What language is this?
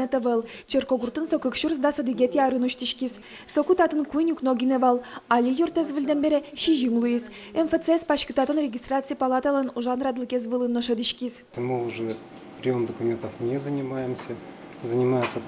Udmurt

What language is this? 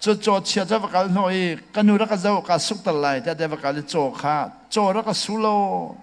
Hakha Chin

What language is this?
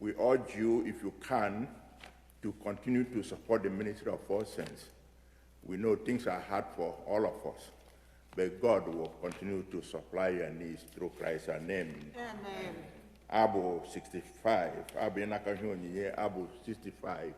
Igbo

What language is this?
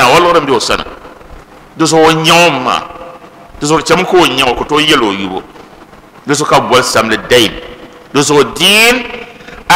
Dagbani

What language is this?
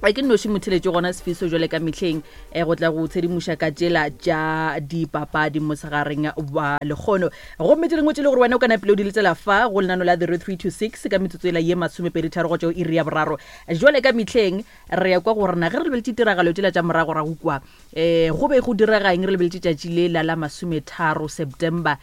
Northern Sotho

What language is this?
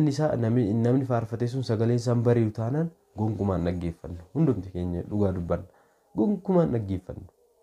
Oromo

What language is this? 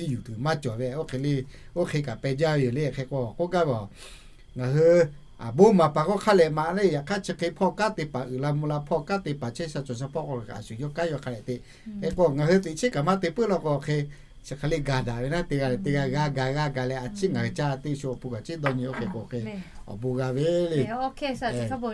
Lahu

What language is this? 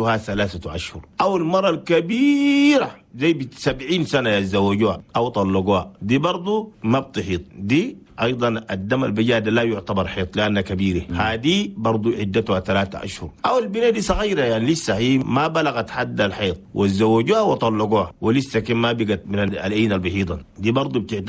Chadian Arabic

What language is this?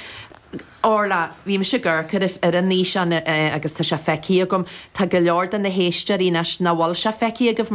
Irish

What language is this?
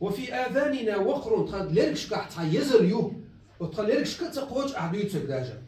Chechen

